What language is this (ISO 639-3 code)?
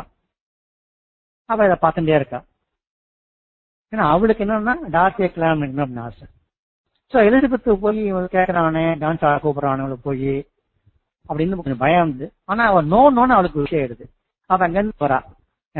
tam